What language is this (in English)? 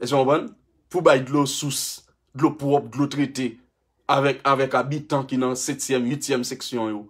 Haitian Creole